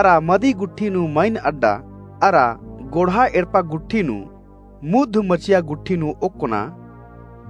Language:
Kurukh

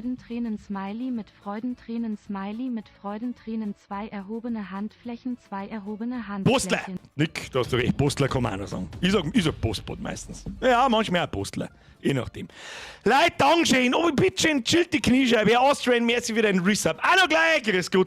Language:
Bavarian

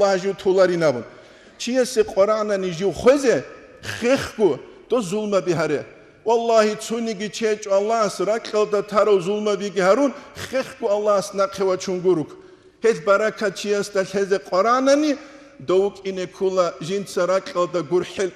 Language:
Avaric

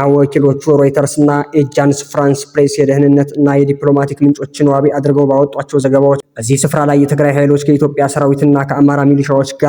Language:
Amharic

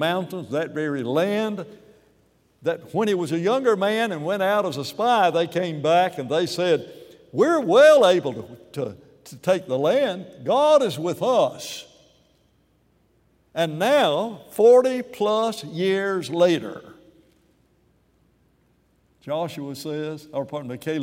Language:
English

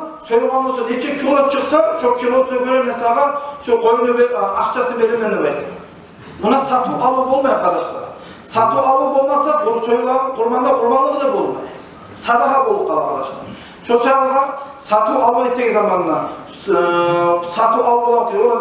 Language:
Kumyk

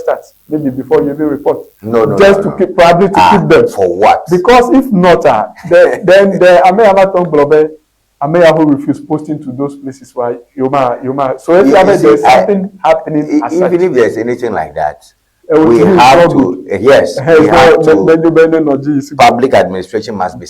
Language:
Ewe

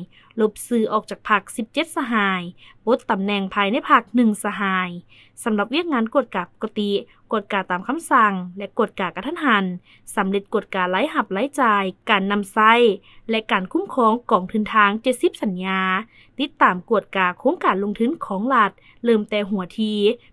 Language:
Lao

